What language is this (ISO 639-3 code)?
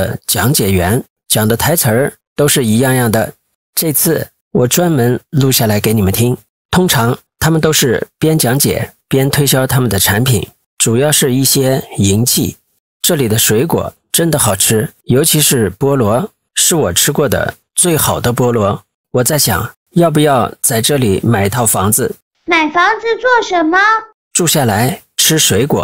zho